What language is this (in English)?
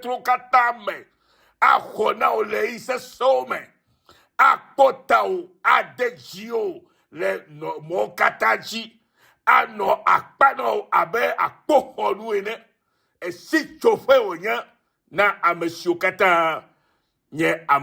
Ewe